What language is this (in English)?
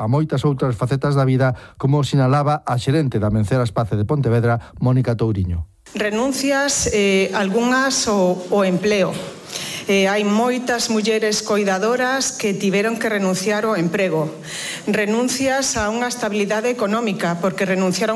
Galician